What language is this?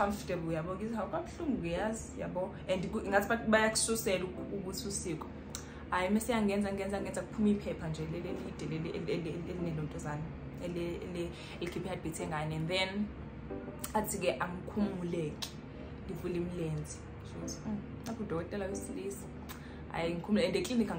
Zulu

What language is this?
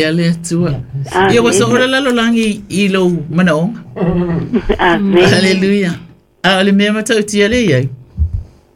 Samoan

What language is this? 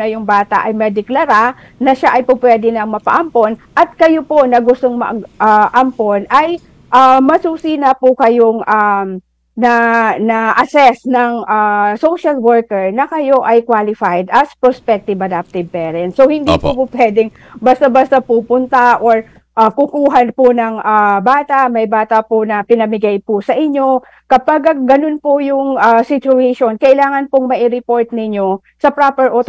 Filipino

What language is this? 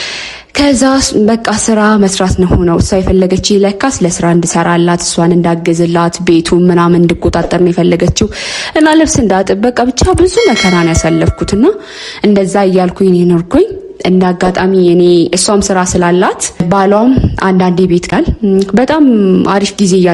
Amharic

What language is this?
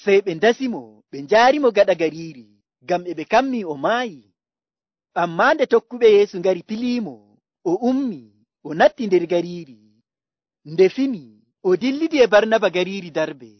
Nigerian Fulfulde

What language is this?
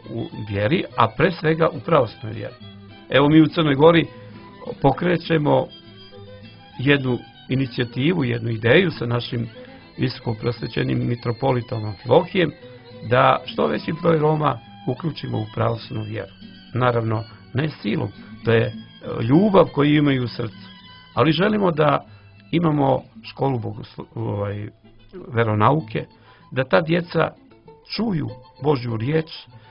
Serbian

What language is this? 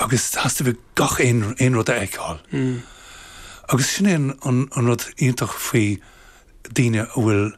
Irish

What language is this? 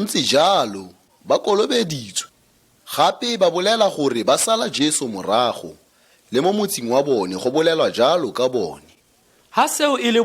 Tswana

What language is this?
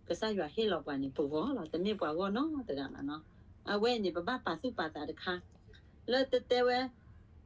S'gaw Karen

